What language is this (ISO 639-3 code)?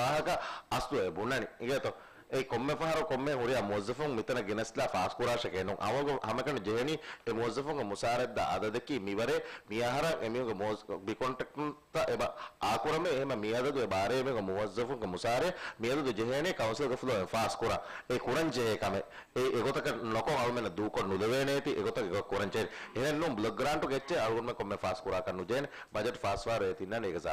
div